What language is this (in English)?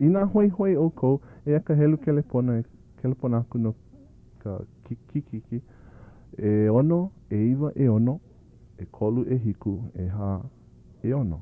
Hawaiian